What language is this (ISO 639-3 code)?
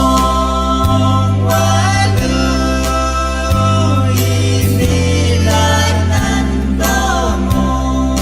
pon